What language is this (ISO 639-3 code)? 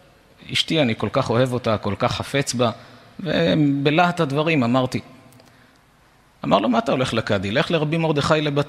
heb